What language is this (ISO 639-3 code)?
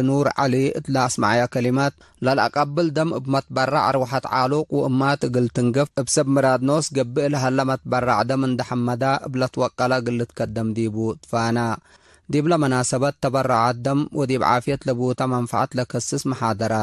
tig